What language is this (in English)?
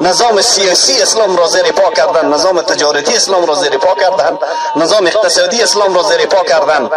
Persian